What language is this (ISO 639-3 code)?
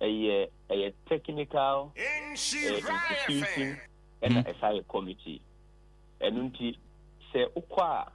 aka